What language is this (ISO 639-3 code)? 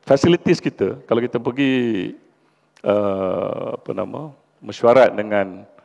msa